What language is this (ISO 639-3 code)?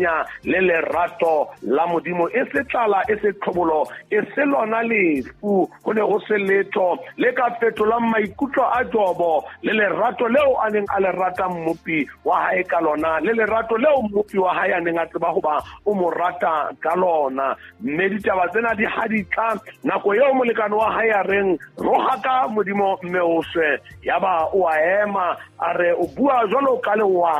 sot